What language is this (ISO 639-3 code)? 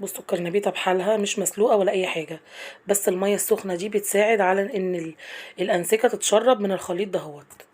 arz